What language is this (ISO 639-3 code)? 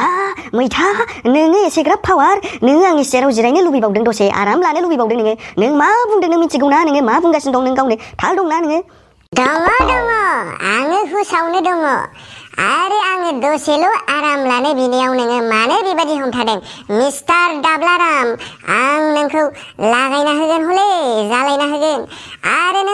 brx